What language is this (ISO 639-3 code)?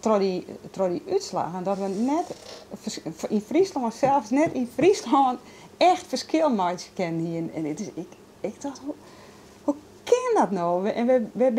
fry